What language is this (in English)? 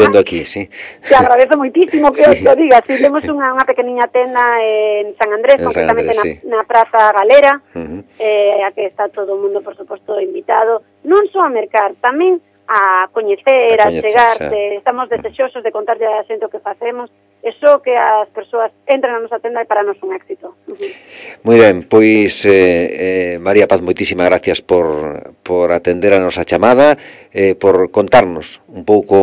Galician